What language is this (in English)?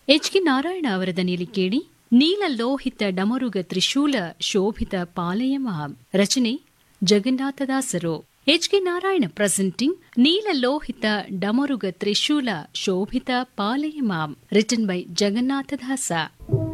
Kannada